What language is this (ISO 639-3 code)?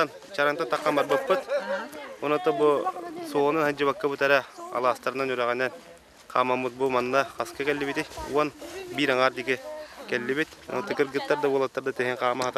sah